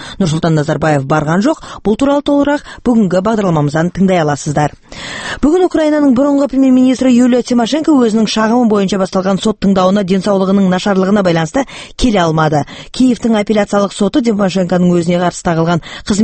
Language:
Kazakh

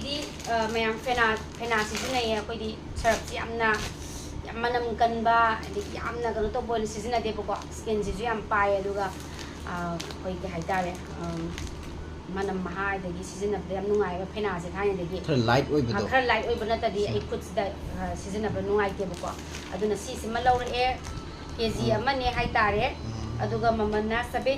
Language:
Manipuri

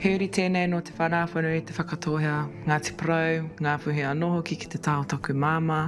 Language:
Māori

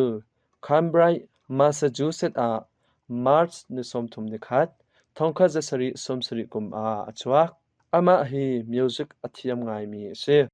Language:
Hakha Chin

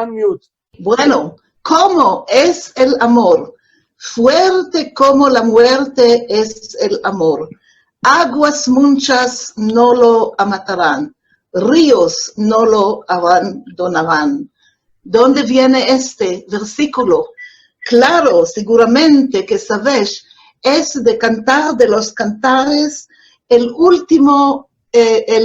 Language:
Ladino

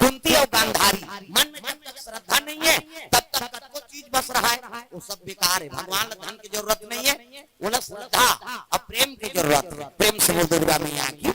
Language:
Chhattisgarhi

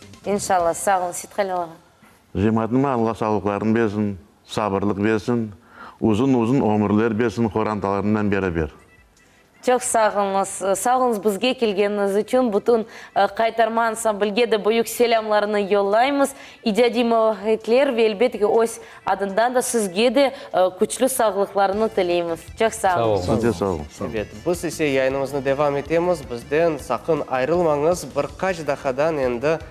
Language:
Crimean Tatar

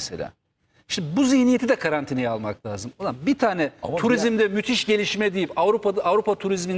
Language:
Turkish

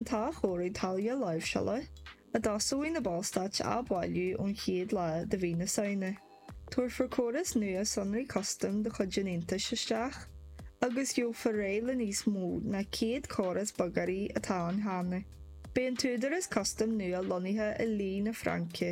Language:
Irish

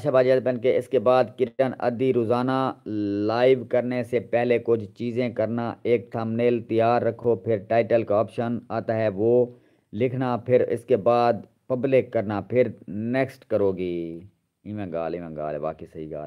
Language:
Saraiki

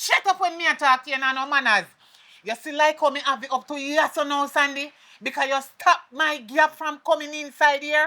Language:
Jamaican Creole English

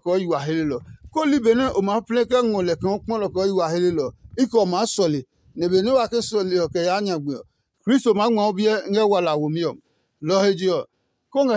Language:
Adangme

